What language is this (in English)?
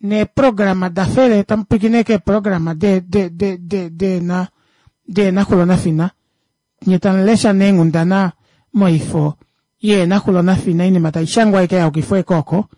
Kuanyama